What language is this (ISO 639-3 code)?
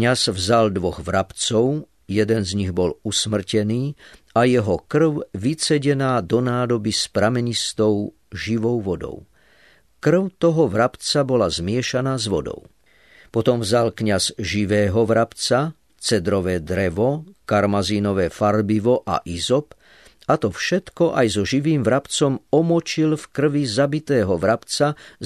slk